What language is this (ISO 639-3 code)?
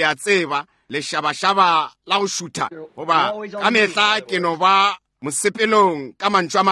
nso